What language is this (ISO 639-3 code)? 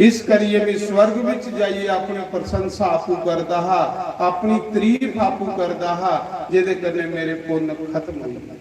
doi